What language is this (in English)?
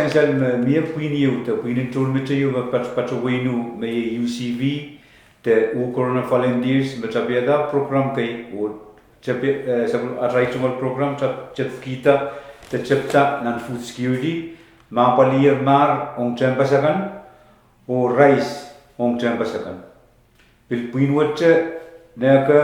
Pohnpeian